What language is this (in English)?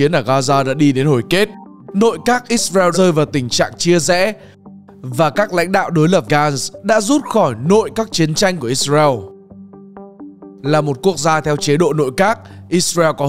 Vietnamese